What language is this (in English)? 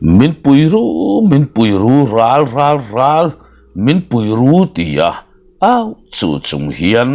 Mizo